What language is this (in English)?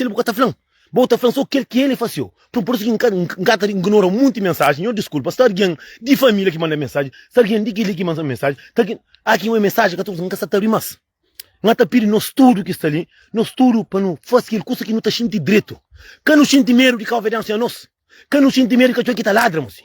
Kabuverdianu